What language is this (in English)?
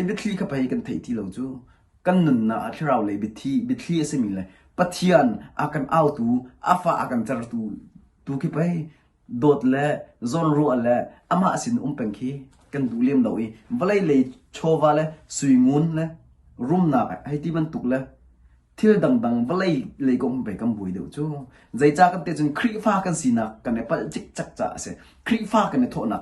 Hakha Chin